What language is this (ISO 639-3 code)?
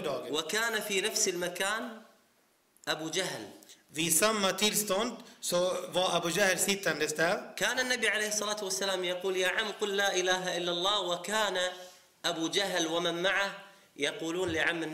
swe